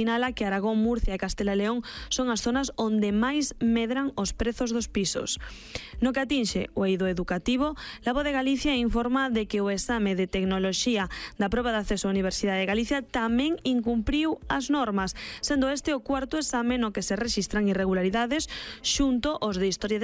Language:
Galician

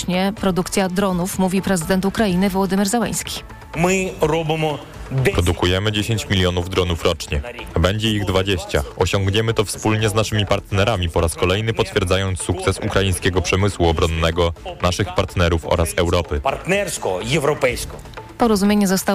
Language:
Polish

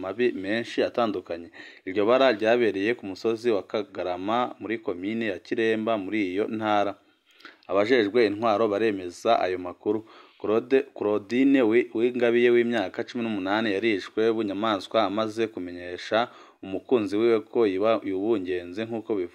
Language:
Rundi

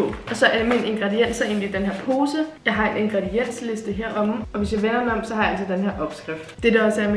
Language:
Danish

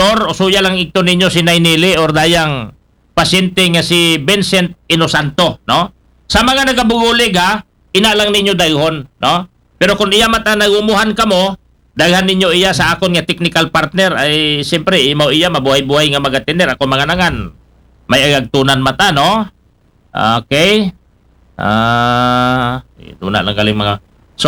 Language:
Aklanon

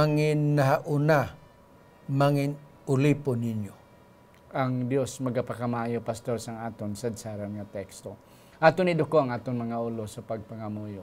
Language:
Hiligaynon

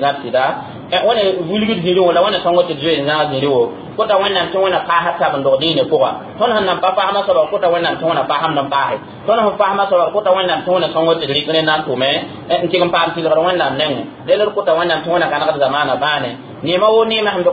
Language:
Mossi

